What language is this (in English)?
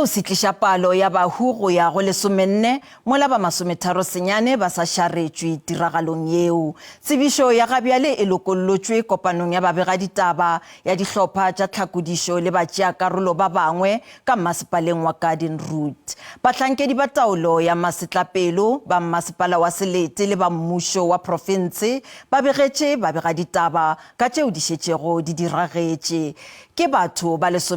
Northern Sotho